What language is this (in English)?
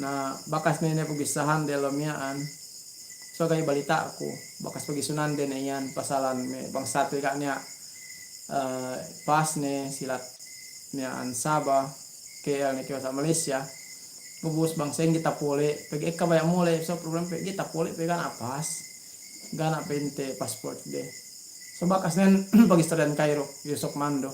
Yakan